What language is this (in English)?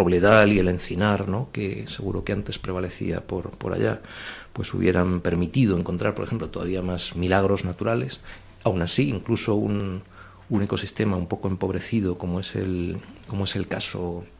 Spanish